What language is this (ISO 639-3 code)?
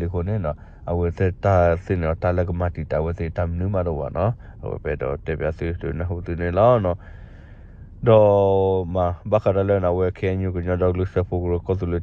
ksw